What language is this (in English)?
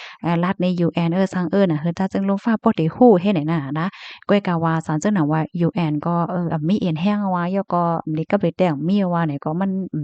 Shan